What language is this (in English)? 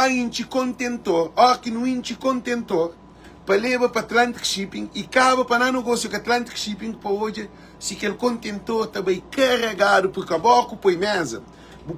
Kabuverdianu